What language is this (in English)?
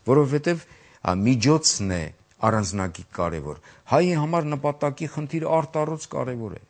Armenian